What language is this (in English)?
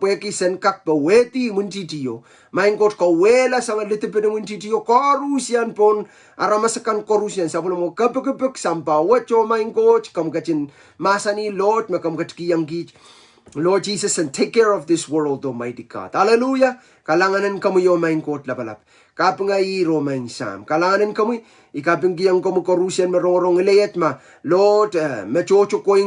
Pohnpeian